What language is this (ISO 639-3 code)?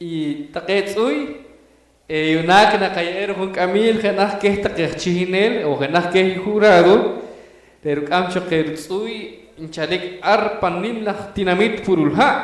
poh